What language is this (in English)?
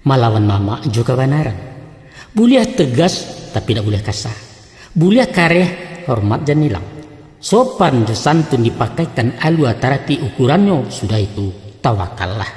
Minangkabau